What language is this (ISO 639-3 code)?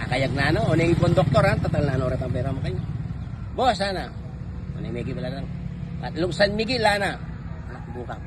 pam